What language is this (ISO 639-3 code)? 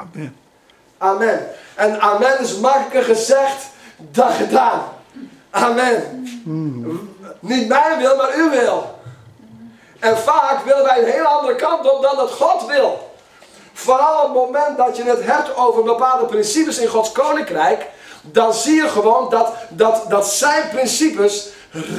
nld